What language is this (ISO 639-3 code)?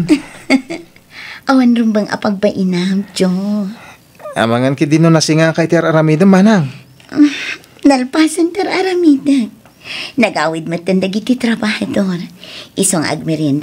ilo